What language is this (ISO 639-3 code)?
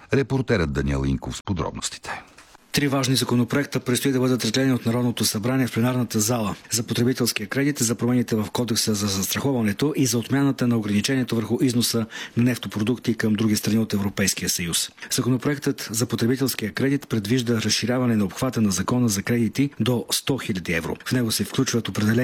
bul